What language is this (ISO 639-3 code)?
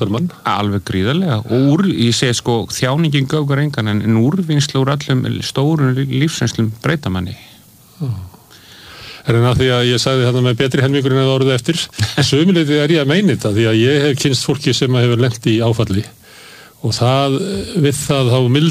isl